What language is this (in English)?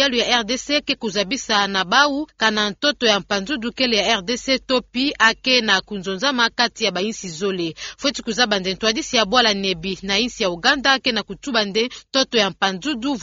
Kituba (Democratic Republic of Congo)